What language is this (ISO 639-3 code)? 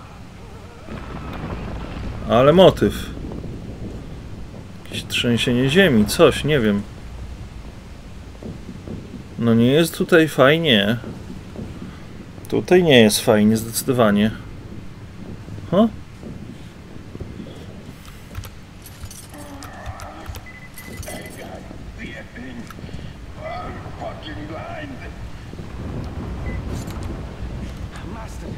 pol